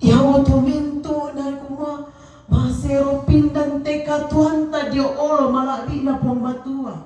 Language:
Toraja-Sa'dan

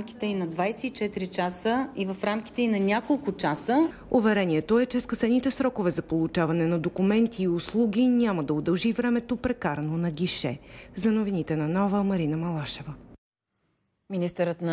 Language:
Bulgarian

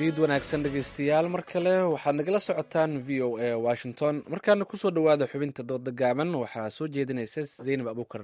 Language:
Somali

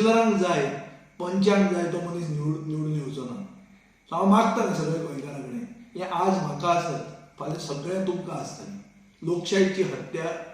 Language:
Konkani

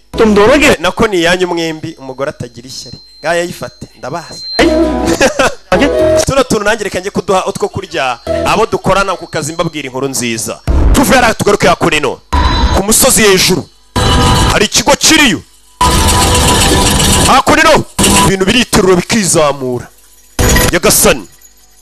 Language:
Kinyarwanda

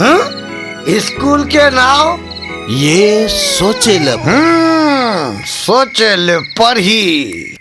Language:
Chhattisgarhi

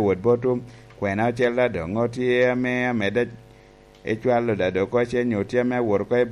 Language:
Lango (Uganda)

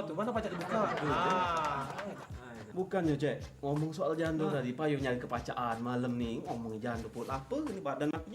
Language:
Musi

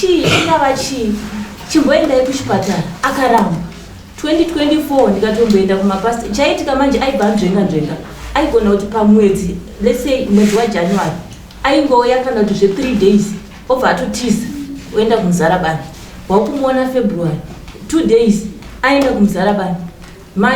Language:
Shona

